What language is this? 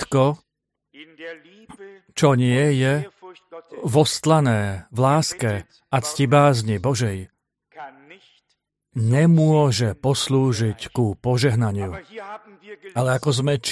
Slovak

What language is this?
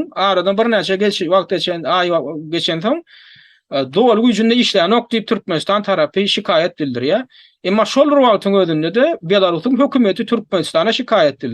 Turkmen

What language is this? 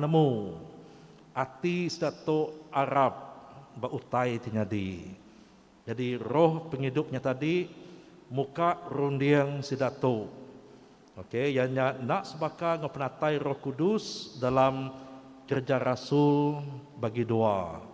Iban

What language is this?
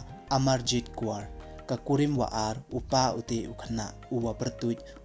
Pnar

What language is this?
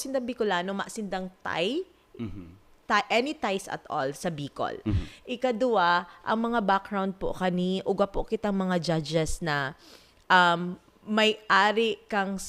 Bikol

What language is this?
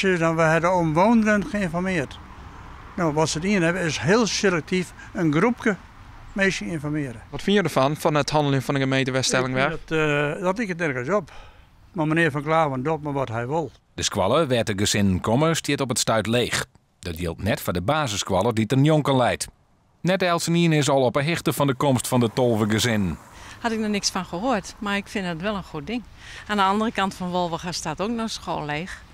Western Frisian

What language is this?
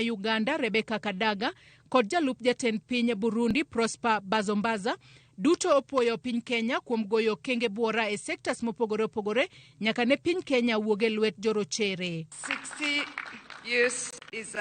Luo (Kenya and Tanzania)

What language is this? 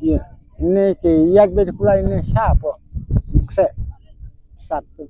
Khasi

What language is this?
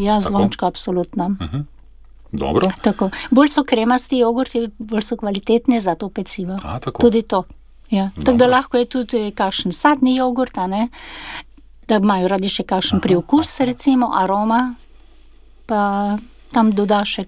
Slovenian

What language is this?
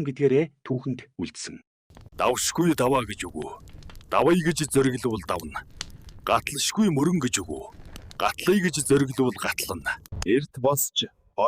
Mongolian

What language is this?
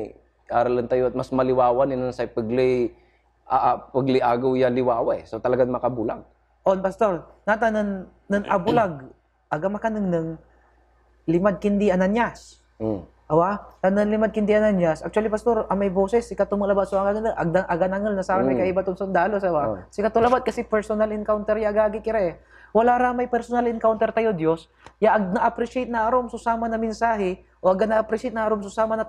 Pangasinan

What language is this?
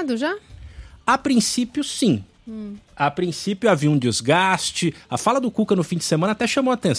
Portuguese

